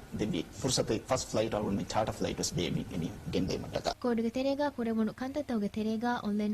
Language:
Divehi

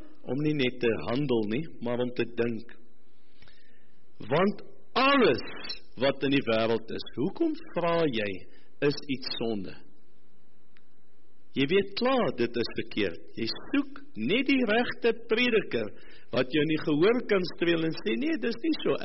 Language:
Afrikaans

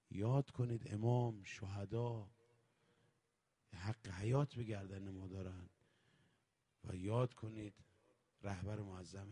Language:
Persian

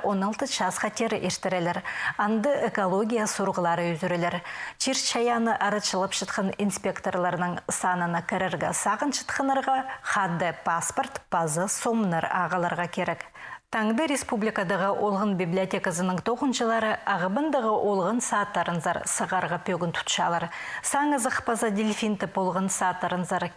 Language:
Khakas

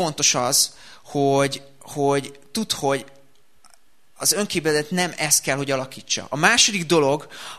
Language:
Hungarian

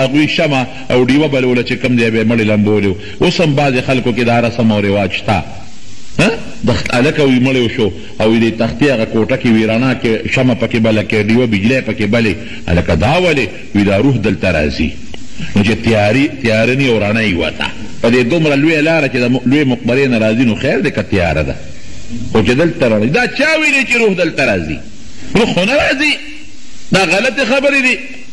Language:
Pashto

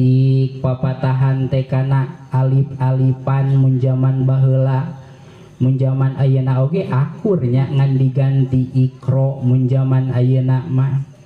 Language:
Sundanese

